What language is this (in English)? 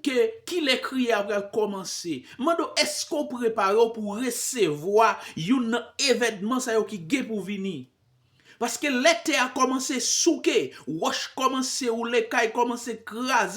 Haitian Creole